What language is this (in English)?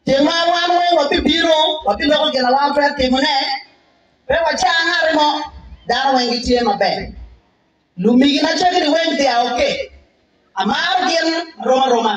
Acoli